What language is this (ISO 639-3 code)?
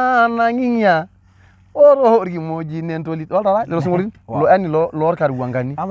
mas